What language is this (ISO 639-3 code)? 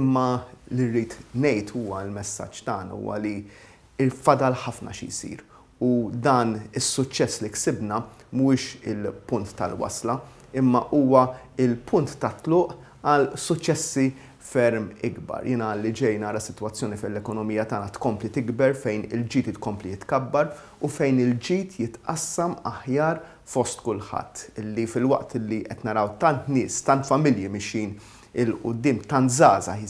mlt